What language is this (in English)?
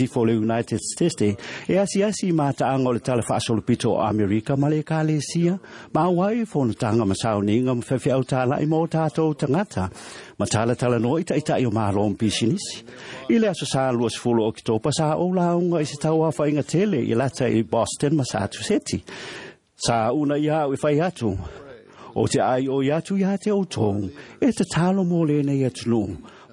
Samoan